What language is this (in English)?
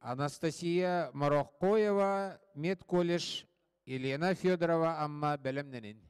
Yakut